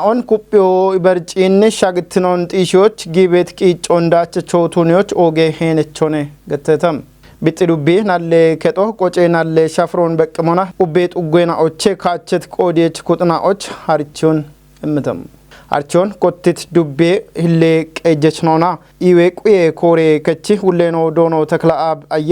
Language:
Kafa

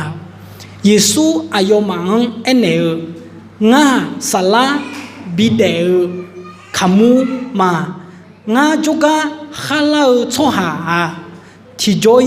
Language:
Akha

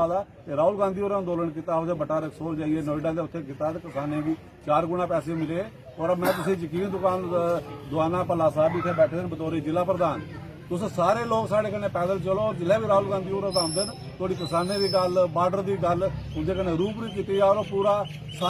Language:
Dogri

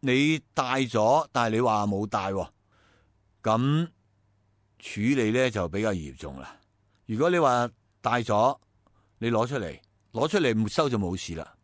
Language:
Cantonese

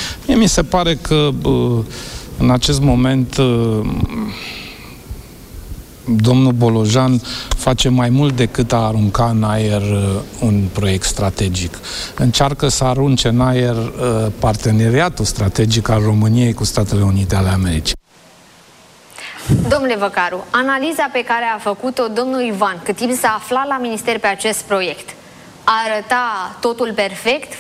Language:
Romanian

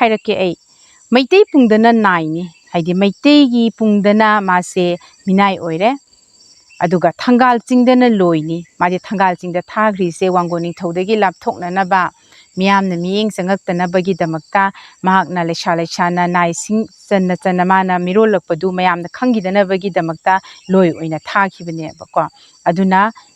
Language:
Manipuri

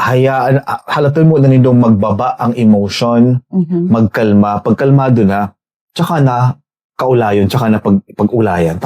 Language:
Bikol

